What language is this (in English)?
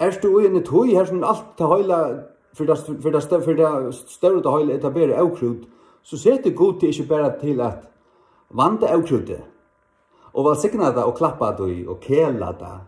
Faroese